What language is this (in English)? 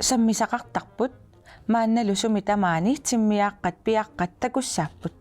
Kalaallisut